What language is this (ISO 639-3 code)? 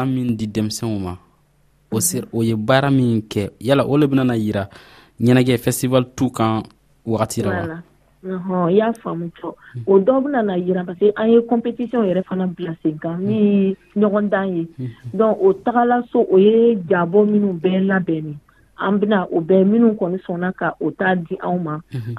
dyu